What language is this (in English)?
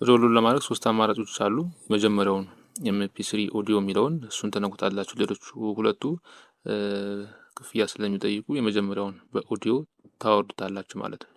Amharic